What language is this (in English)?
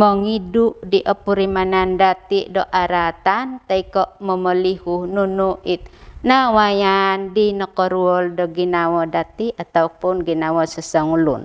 Central Dusun